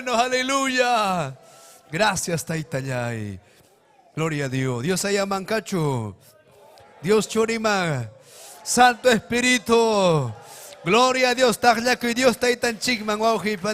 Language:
Ayacucho Quechua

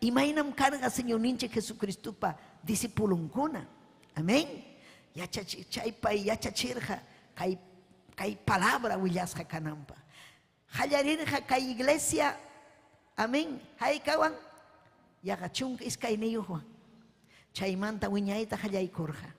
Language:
Ayacucho Quechua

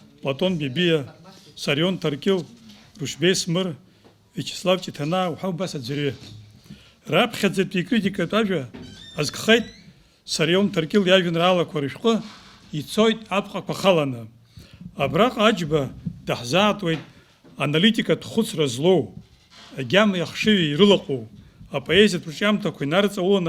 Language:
Abkhazian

